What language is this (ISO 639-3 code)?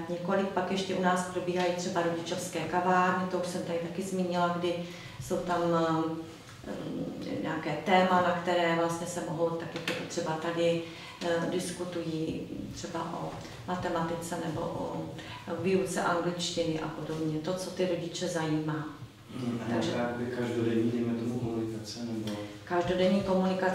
ces